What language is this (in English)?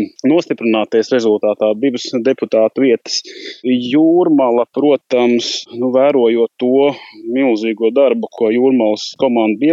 Latvian